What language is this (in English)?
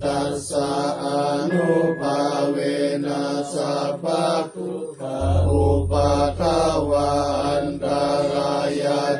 Pali